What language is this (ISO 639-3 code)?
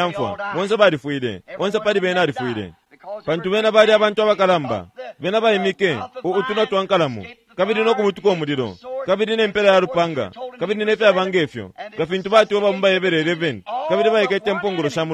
bem